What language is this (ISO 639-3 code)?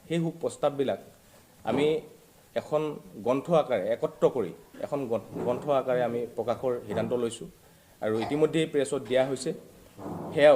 asm